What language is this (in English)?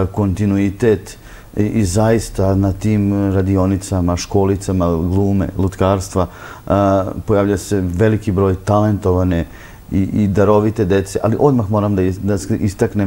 Serbian